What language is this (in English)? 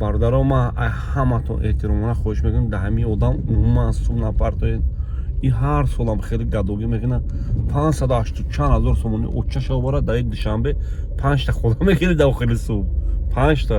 Tajik